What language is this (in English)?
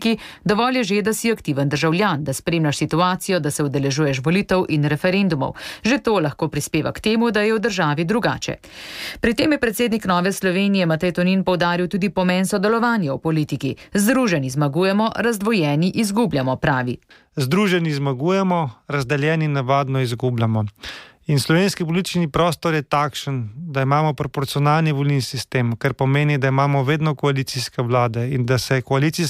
Slovenian